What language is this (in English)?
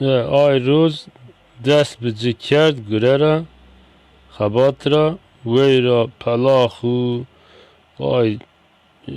Zaza